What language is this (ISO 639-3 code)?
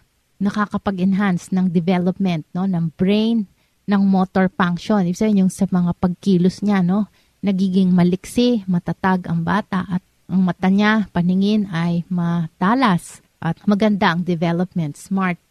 fil